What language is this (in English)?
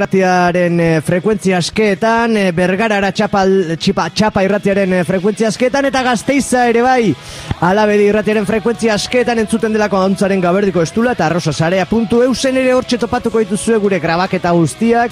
Basque